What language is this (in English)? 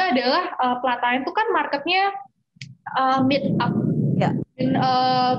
Indonesian